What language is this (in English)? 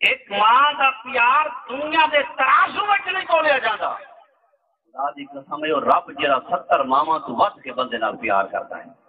Saraiki